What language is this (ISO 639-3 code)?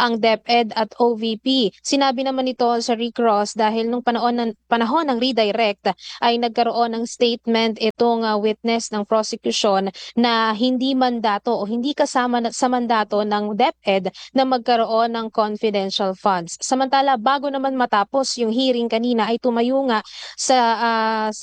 fil